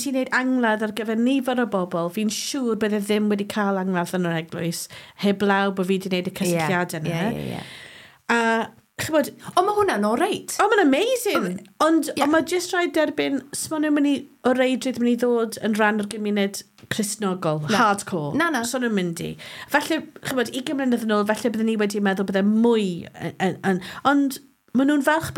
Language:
Welsh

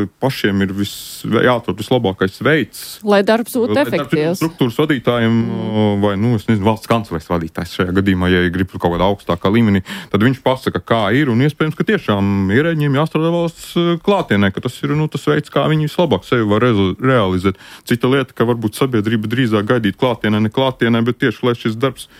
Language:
Latvian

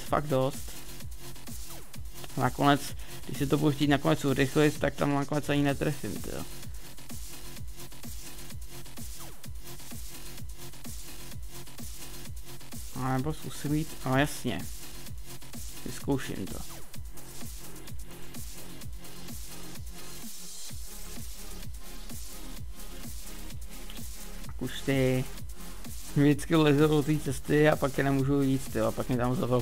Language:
Czech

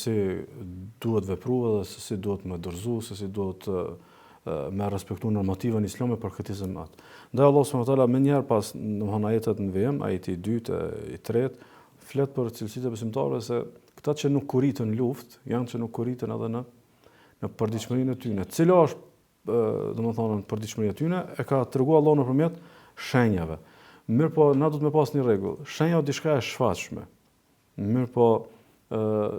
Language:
Albanian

